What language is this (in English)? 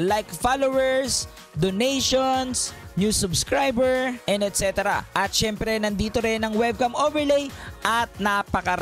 Filipino